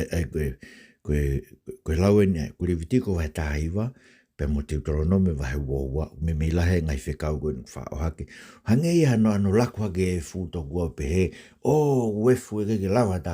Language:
Tongan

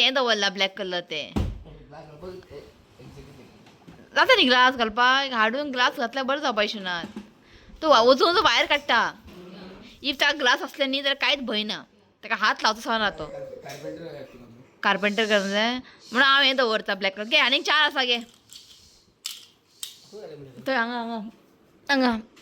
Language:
Konkani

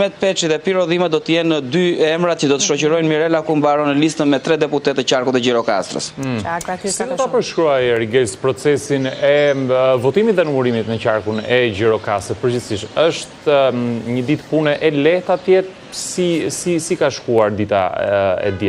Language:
Albanian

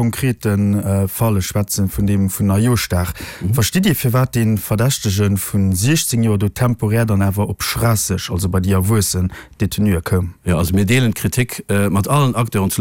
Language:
Luxembourgish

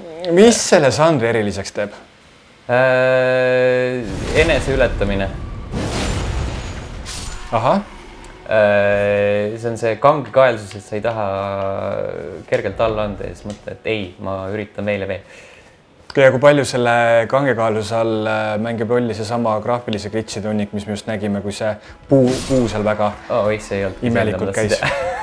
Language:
Estonian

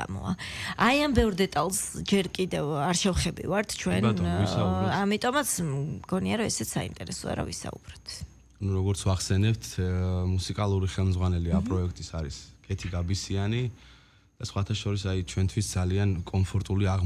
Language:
Georgian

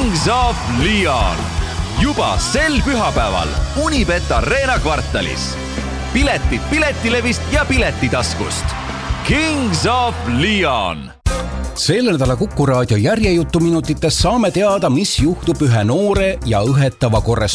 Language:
Estonian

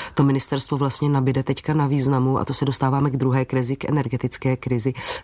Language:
Czech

